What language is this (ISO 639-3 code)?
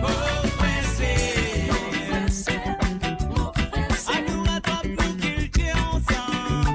mfe